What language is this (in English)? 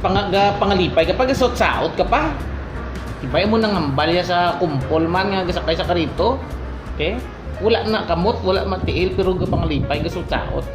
Hiligaynon